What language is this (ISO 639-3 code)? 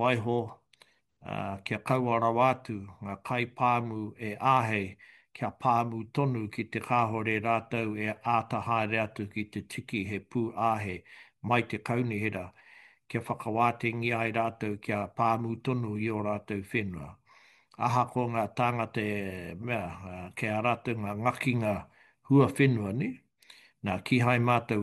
mri